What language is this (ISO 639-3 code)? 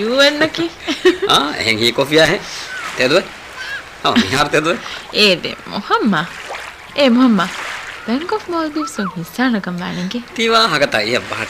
div